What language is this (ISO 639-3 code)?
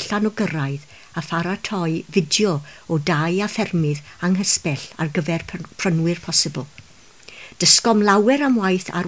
cym